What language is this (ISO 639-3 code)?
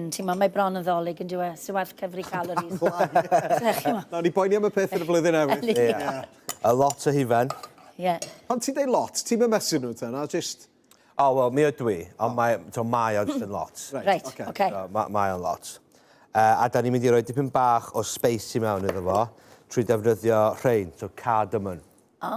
cym